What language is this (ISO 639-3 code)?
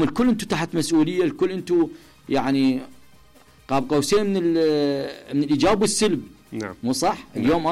acm